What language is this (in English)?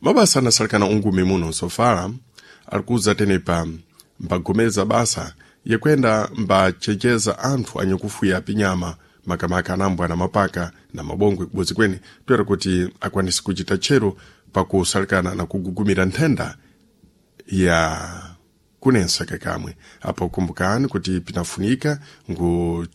Sena